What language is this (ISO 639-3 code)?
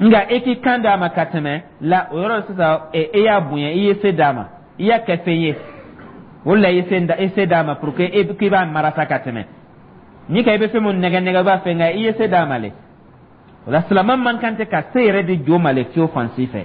dyu